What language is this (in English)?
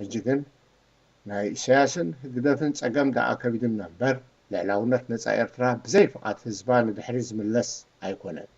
Tigrinya